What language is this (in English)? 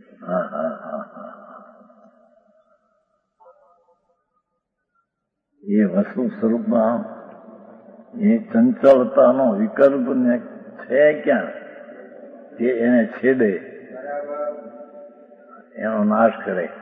Gujarati